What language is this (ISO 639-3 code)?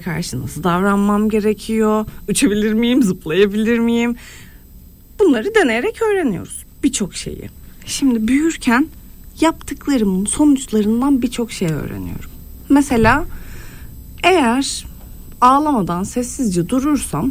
tur